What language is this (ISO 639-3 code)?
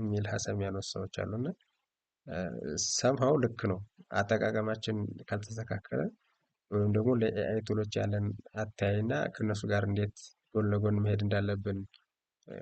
amh